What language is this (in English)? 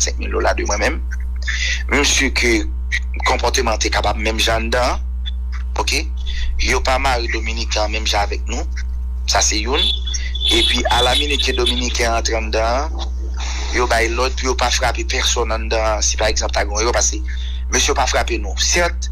Haitian Creole